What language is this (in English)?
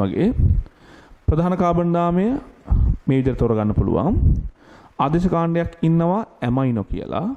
Sinhala